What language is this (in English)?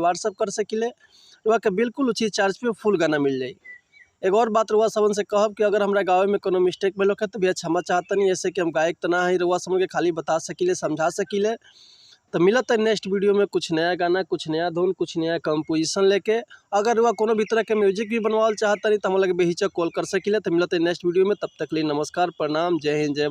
Bhojpuri